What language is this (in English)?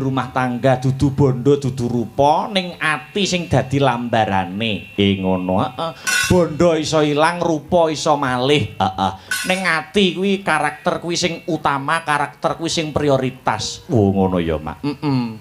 Javanese